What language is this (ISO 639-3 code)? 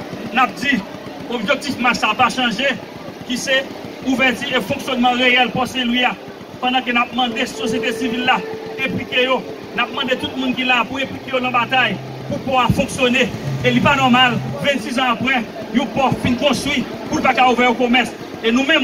hat